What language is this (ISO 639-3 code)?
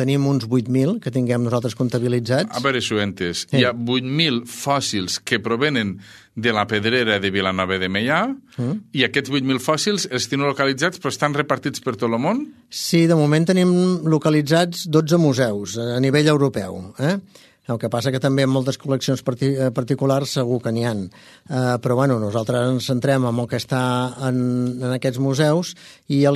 cat